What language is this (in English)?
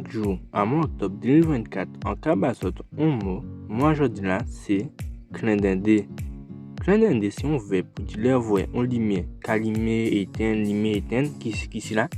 Guadeloupean Creole French